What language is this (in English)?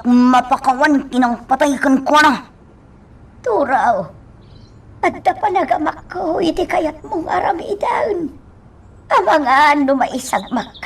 Iloko